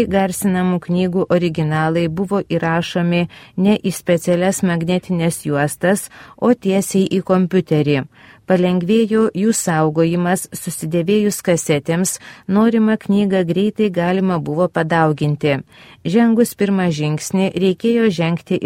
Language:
Lithuanian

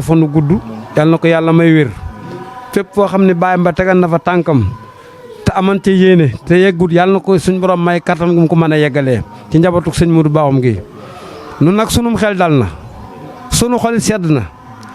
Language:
Wolof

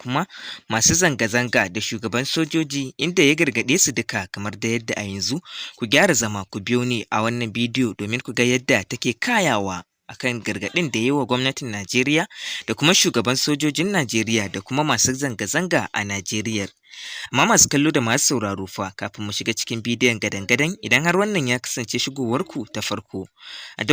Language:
Hausa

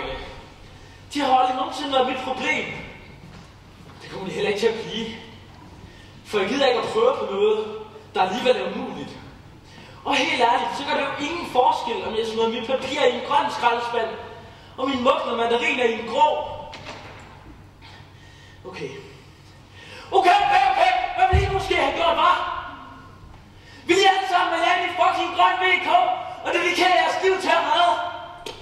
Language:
Danish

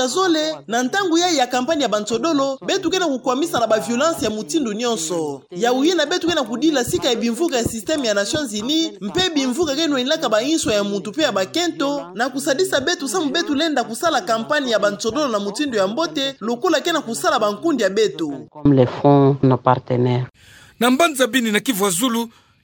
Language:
Kituba (Democratic Republic of Congo)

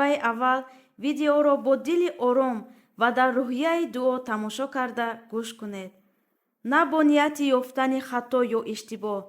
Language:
Tajik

